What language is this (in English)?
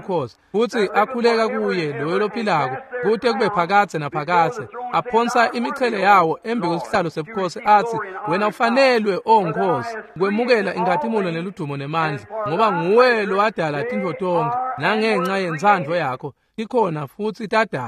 Swati